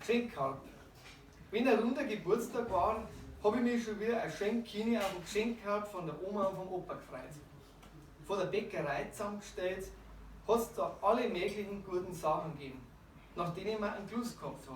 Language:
Bavarian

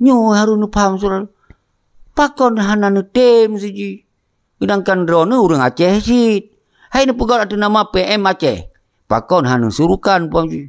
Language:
Achinese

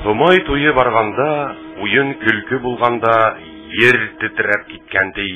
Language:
Bashkir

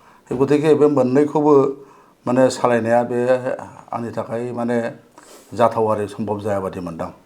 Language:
Bodo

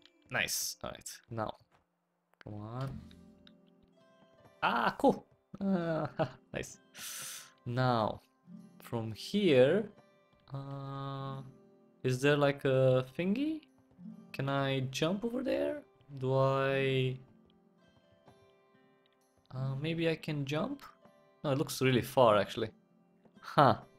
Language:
English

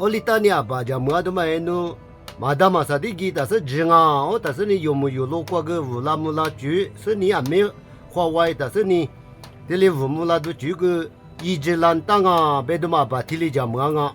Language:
Lisu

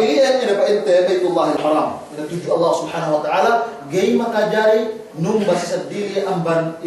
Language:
Yakan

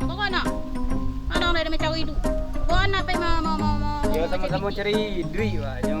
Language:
Minangkabau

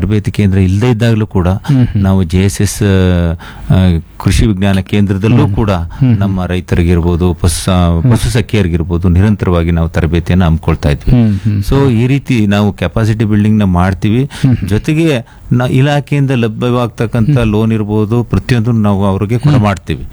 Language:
Kannada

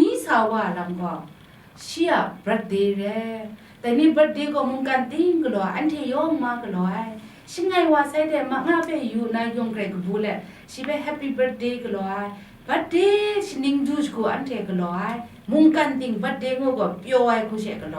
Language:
Kachin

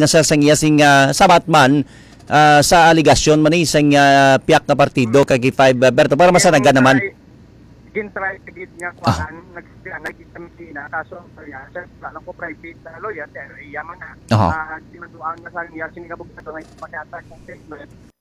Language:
Hiligaynon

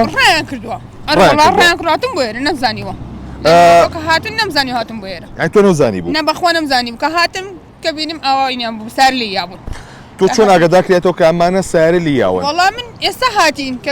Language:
Central Kurdish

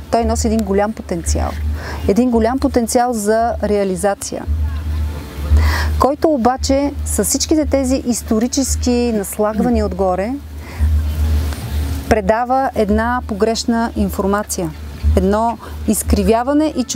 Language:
Bulgarian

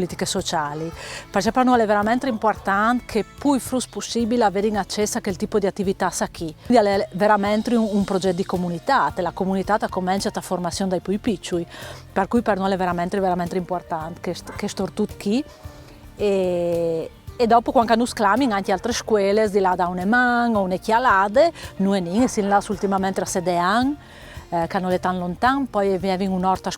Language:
Friulian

